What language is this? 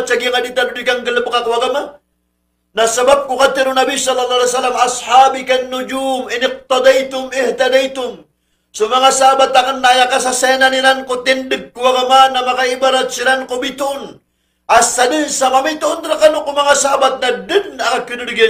Maranao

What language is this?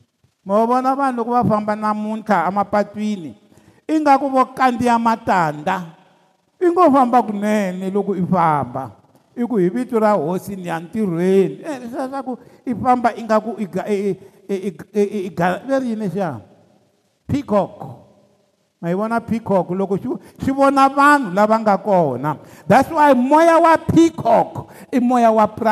Tsonga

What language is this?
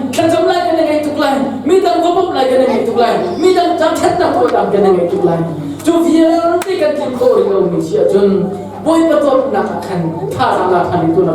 Hakha Chin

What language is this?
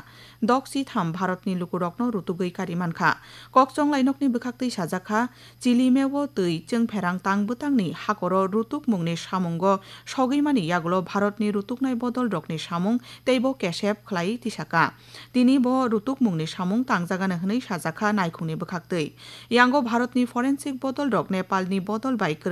Kok Borok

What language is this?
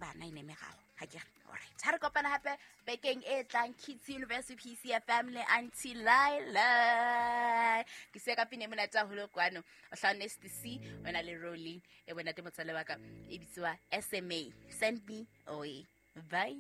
Southern Sotho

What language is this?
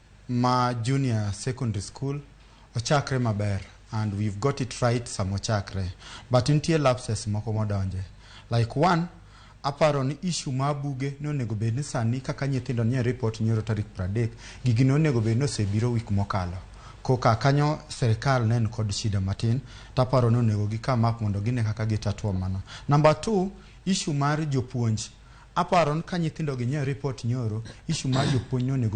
Luo (Kenya and Tanzania)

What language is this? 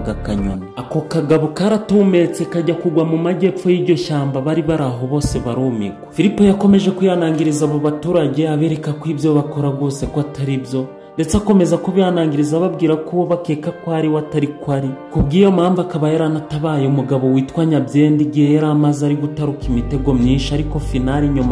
Kinyarwanda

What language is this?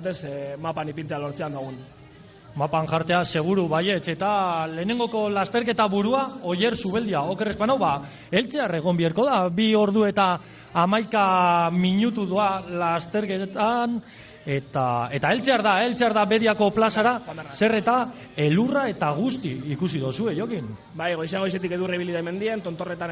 Basque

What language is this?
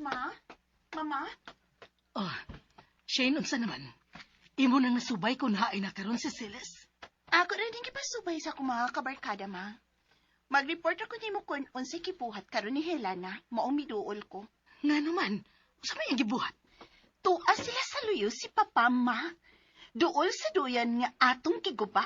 Cebuano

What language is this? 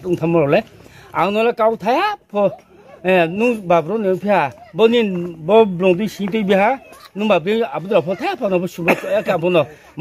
Riang (India)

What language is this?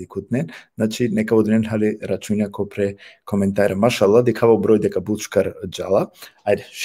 Balkan Romani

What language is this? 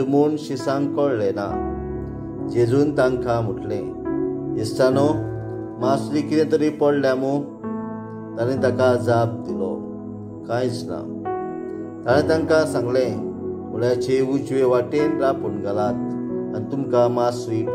Konkani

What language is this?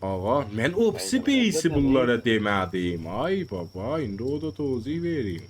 South Azerbaijani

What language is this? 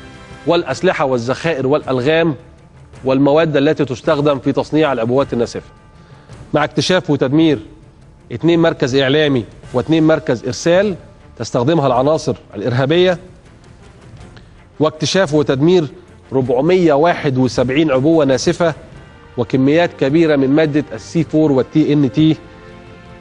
Egyptian Arabic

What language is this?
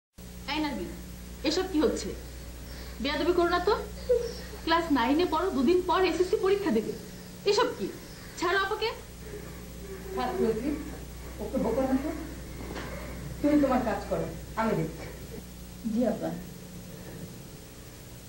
Bangla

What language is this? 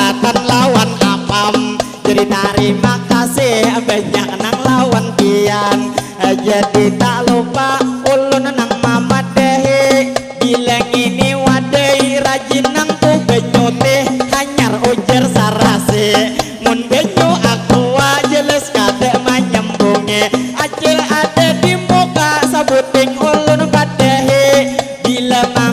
Banjar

